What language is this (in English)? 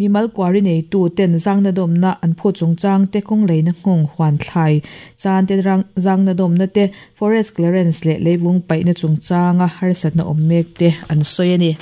Mizo